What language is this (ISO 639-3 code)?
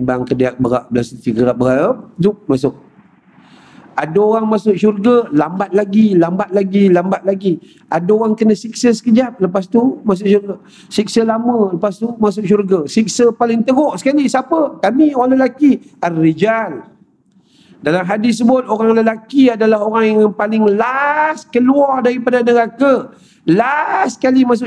msa